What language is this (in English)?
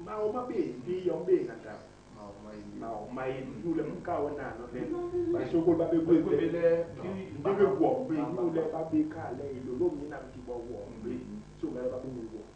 Basaa